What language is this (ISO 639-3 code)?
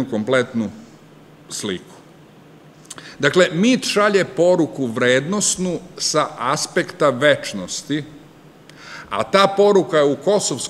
srp